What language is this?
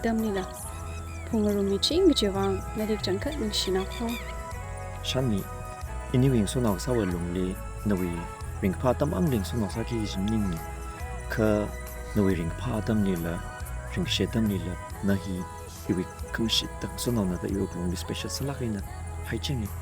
Tangkhul Naga (India)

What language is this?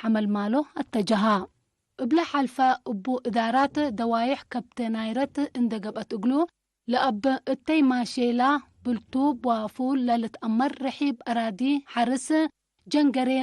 Tigre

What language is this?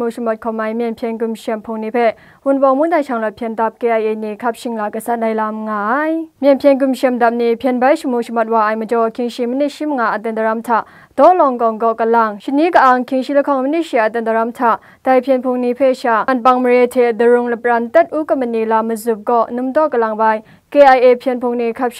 Kachin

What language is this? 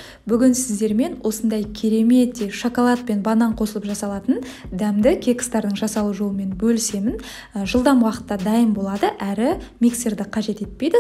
Kazakh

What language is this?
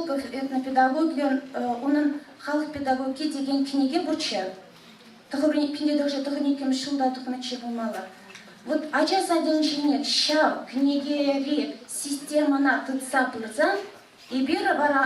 Chuvash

